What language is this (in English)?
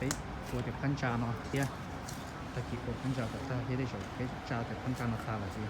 Hmong